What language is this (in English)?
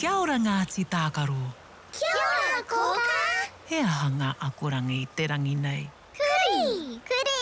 Māori